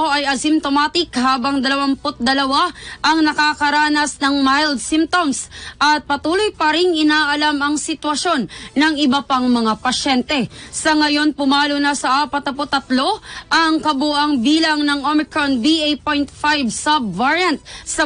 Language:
Filipino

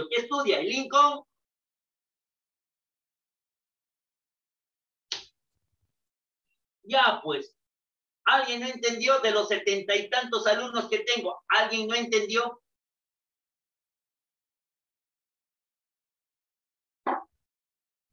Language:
Spanish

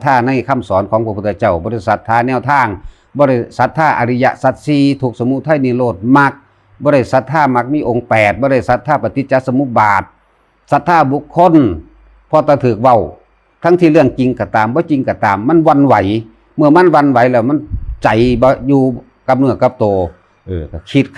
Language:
Northeastern Thai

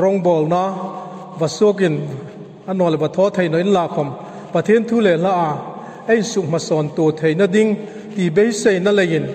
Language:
Hmar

